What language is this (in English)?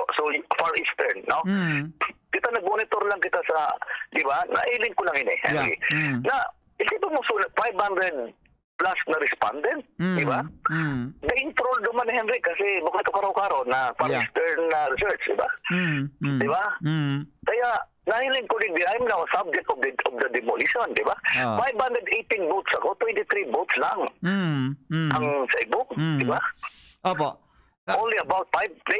Bikol